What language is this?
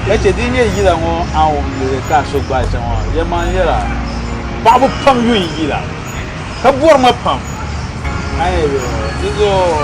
Dagbani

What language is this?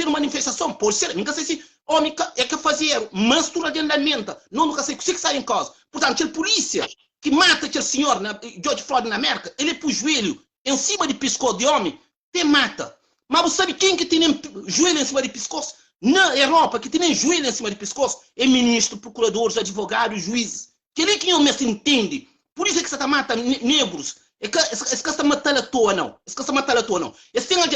Kabuverdianu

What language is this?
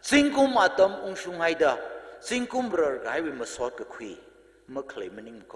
Tangkhul Naga (India)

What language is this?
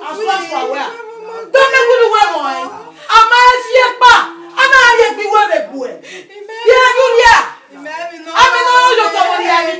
Bini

